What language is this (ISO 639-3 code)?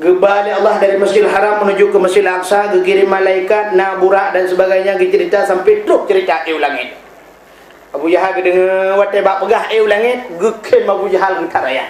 ace